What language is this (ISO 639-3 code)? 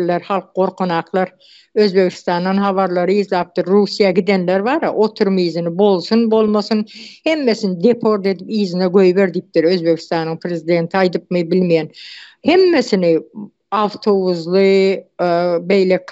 tuk